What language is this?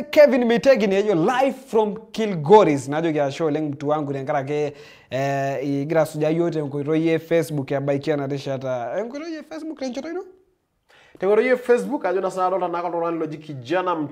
Masai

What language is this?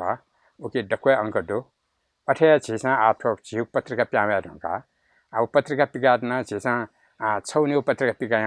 Newari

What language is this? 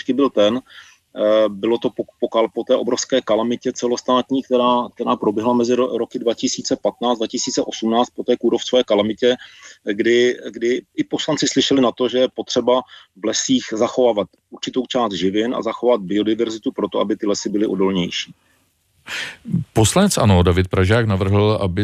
Czech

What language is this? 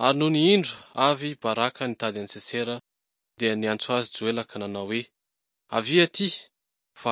Malagasy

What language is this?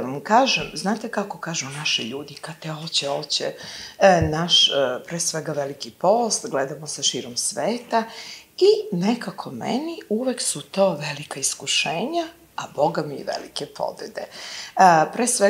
Serbian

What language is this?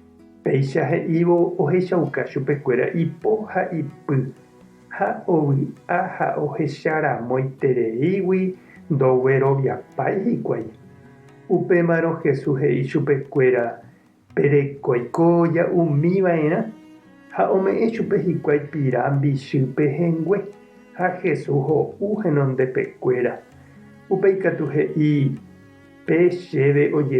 Guarani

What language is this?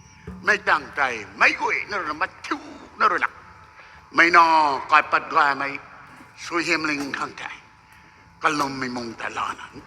Rongmei Naga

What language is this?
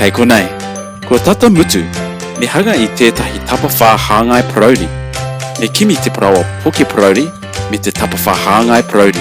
Māori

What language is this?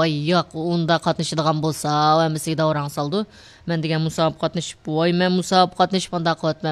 Uyghur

